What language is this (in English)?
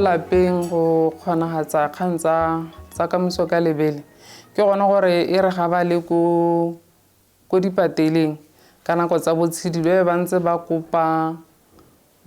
Tswana